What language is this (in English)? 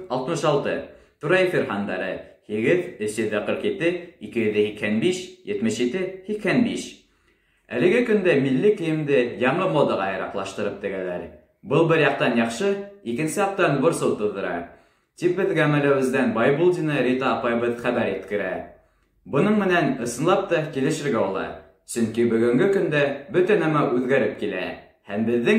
Bashkir